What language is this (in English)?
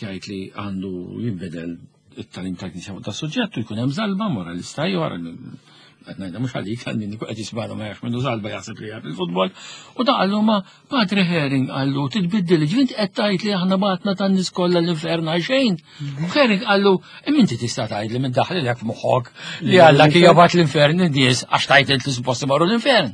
Maltese